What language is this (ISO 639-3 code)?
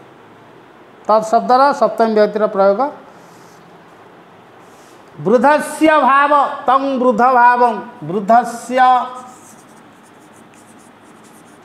ori